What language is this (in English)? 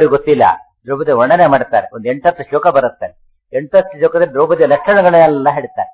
Kannada